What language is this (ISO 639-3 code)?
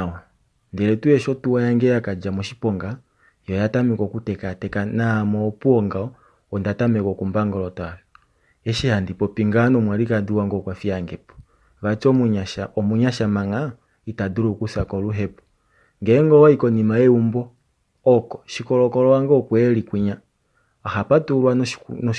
kua